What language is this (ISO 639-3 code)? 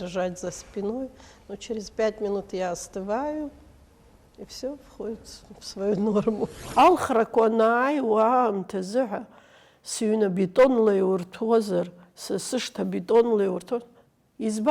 abk